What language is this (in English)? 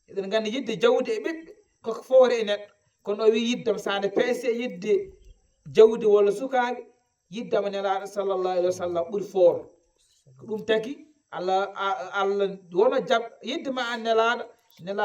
Fula